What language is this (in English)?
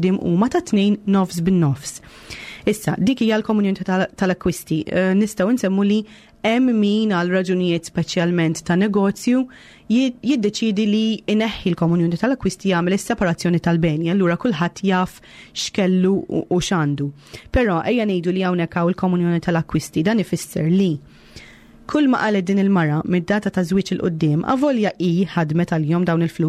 Maltese